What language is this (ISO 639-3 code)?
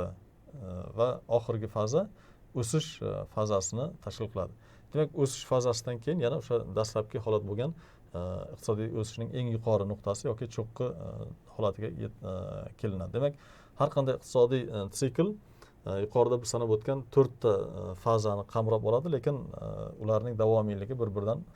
uzb